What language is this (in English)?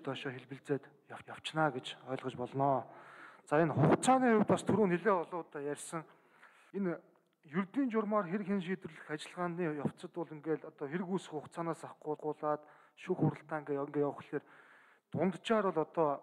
Mongolian